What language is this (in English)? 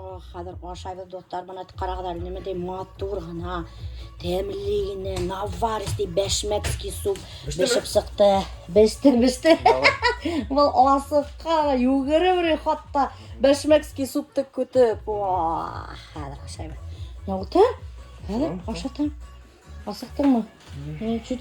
Bashkir